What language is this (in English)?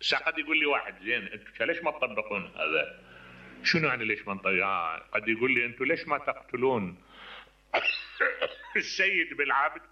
Mesopotamian Arabic